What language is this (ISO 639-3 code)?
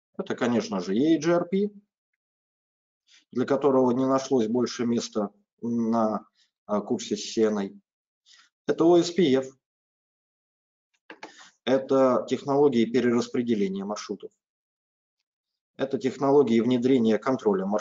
rus